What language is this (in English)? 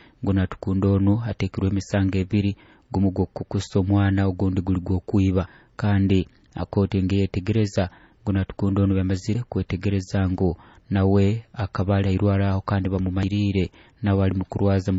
Nyoro